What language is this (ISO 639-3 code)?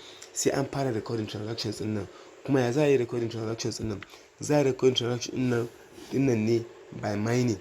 hau